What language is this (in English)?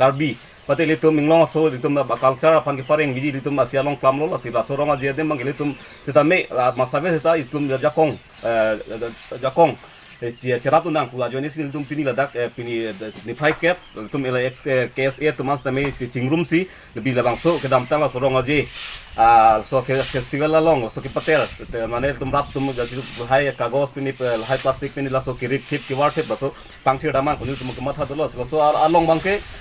Karbi